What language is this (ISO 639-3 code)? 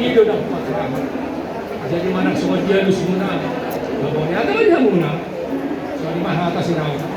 bbc